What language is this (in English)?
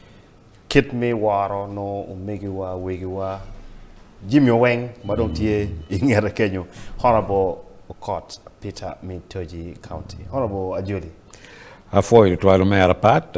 Acoli